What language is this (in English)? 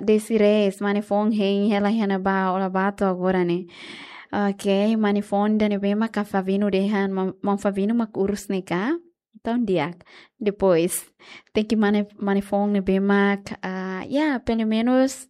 Tetum